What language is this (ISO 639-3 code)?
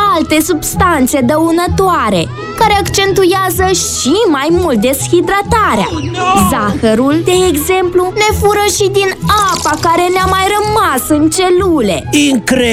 ron